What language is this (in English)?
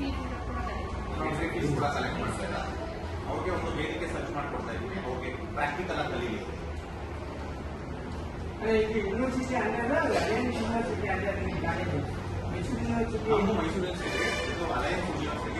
Kannada